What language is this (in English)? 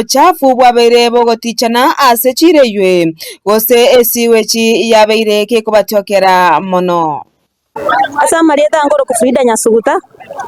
Gusii